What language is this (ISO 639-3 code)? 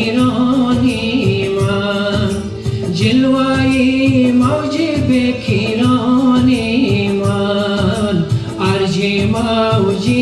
fas